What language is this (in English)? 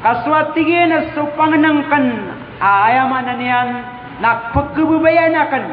Maranao